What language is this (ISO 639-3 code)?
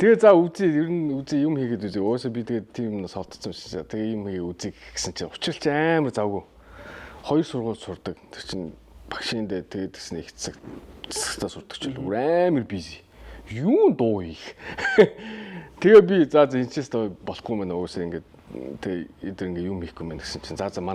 mon